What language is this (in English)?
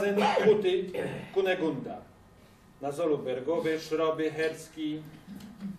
Silesian